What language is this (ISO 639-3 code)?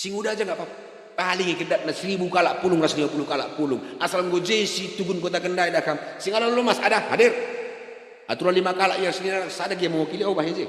btx